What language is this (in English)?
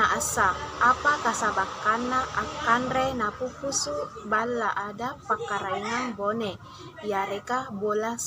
Makasar